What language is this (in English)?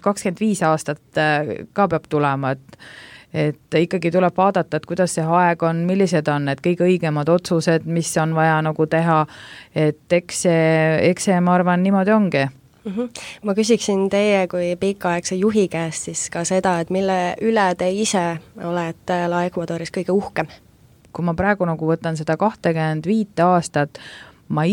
Estonian